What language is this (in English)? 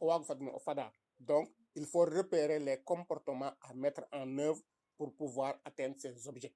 Serer